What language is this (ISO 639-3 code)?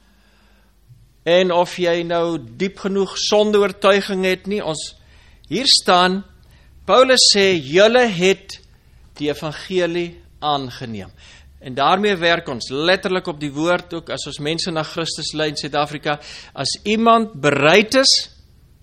afr